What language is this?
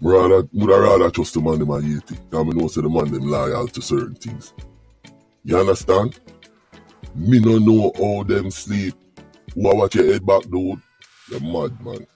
Jamaican Creole English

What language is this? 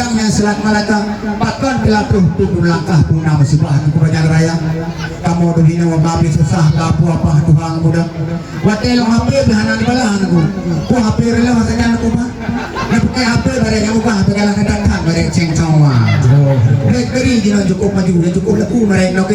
Achinese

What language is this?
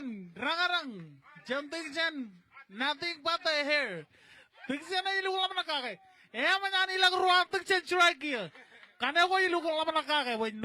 Marshallese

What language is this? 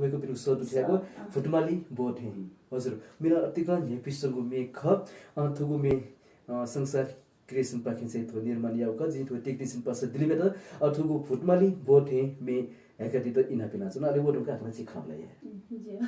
Newari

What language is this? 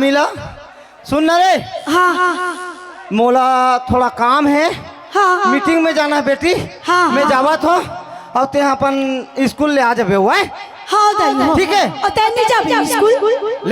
Chhattisgarhi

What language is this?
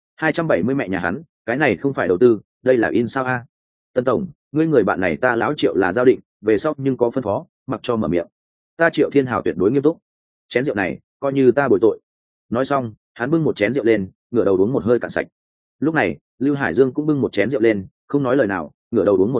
Vietnamese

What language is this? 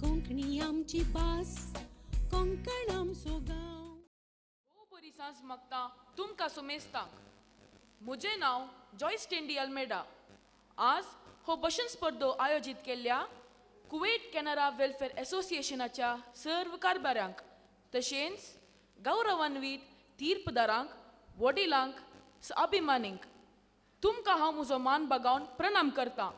Konkani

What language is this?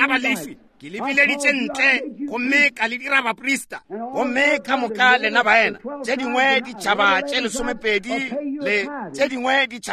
Northern Sotho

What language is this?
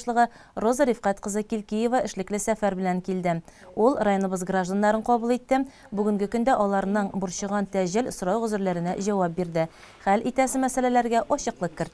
Tatar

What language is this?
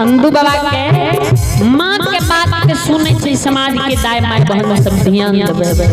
Maithili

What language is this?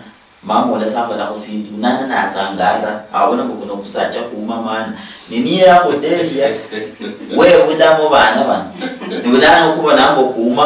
Luyia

